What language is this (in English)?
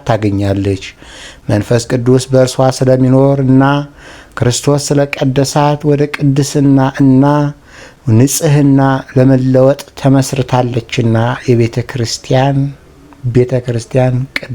Amharic